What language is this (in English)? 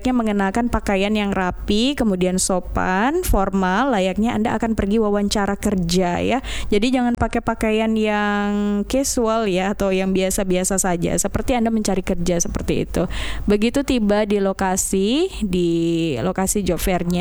Indonesian